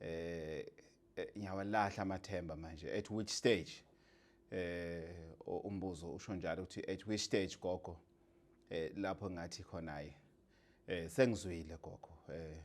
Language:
Zulu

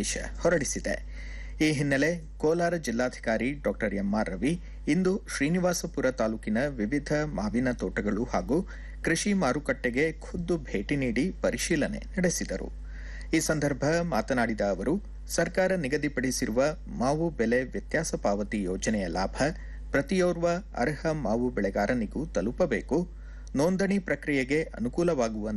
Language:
Kannada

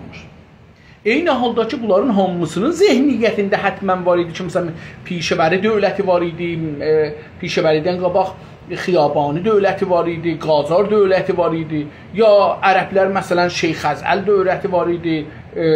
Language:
South Azerbaijani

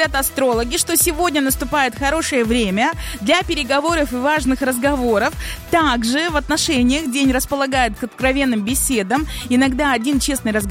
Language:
Russian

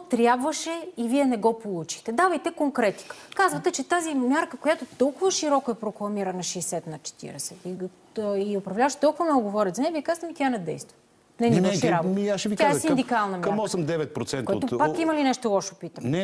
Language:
Bulgarian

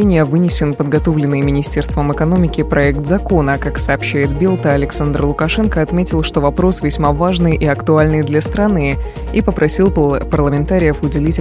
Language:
Russian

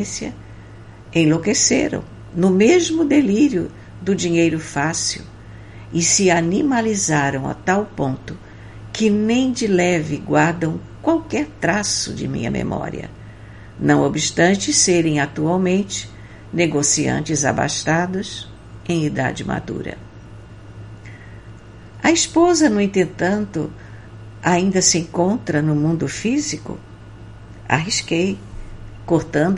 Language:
Portuguese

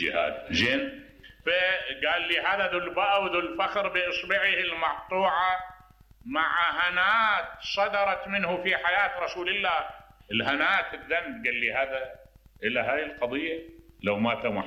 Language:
Mesopotamian Arabic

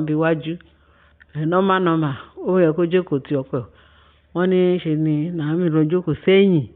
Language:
Yoruba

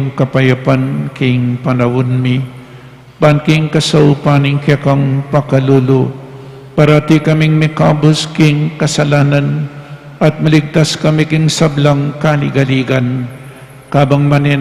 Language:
Pampanga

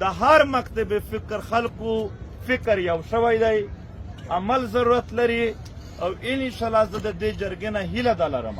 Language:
Pashto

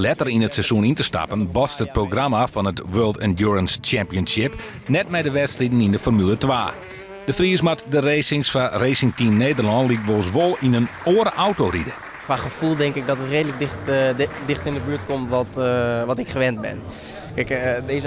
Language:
Western Frisian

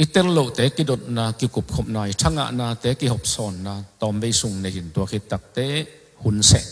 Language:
Tedim Chin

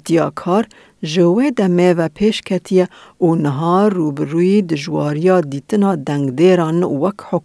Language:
Kurdish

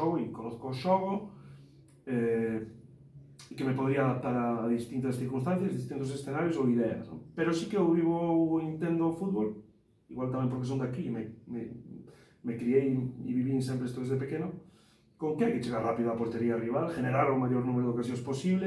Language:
Galician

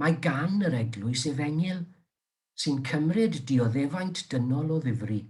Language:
Welsh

